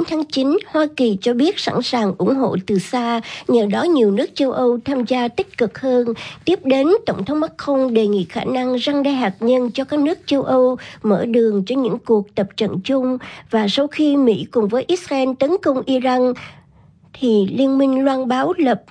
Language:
Vietnamese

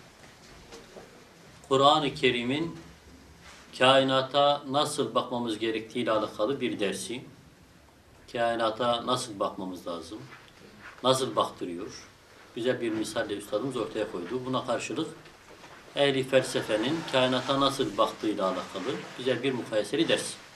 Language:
Turkish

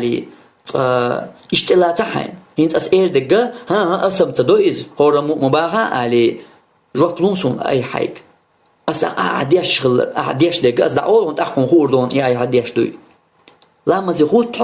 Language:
Chechen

